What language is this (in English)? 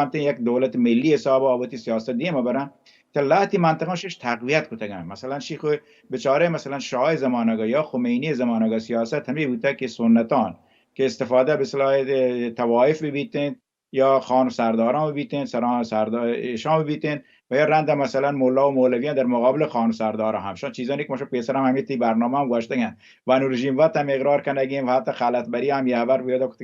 Baluchi